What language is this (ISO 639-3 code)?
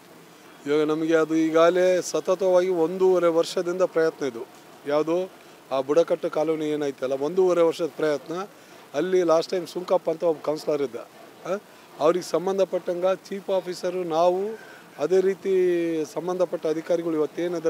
kan